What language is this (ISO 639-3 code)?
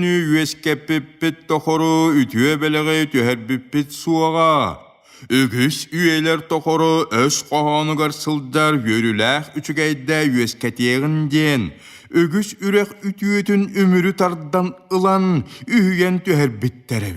sah